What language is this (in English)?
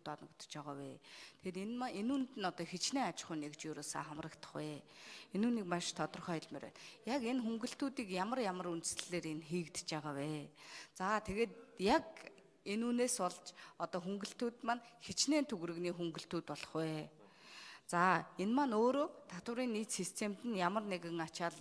Mongolian